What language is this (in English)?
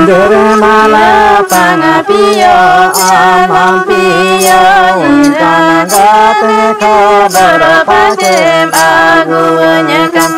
Santali